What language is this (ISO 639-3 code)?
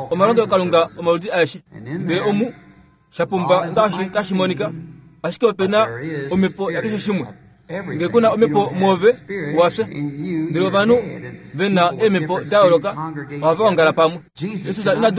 kua